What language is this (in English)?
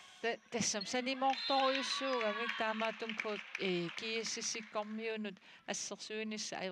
Kalaallisut